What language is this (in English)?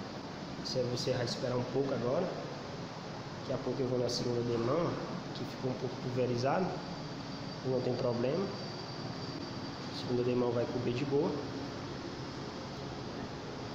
Portuguese